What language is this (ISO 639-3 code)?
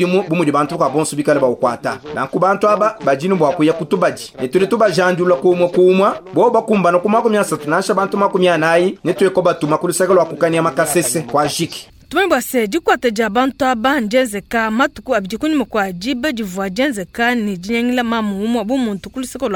lua